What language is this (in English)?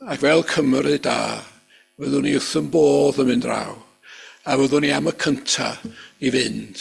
Welsh